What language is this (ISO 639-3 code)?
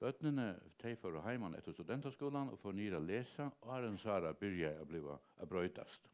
fao